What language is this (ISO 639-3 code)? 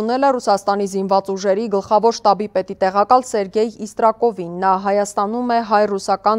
hye